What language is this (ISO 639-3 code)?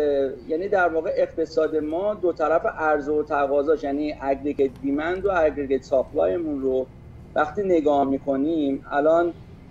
fas